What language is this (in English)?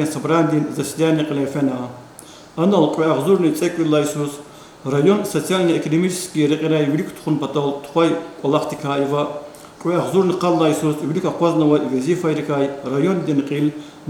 Lezghian